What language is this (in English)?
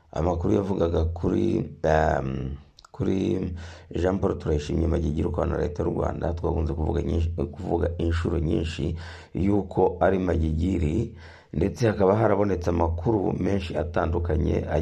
Kinyarwanda